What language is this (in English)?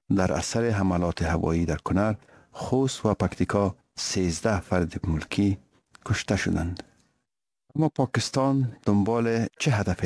Persian